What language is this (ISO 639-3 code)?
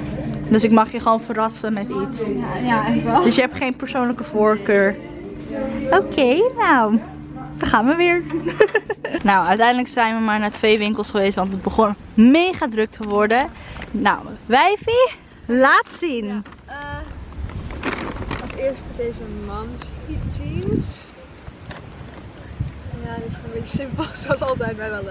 nld